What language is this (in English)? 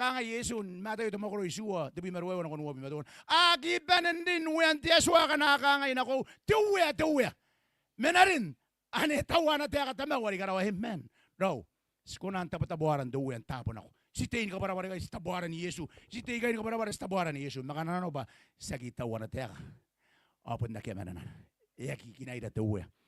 Gilbertese